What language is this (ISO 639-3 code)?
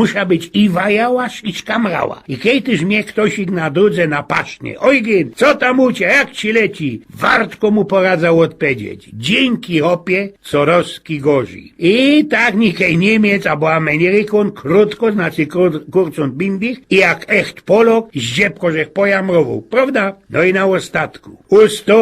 szl